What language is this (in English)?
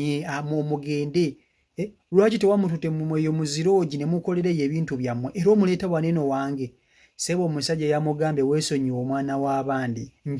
Ganda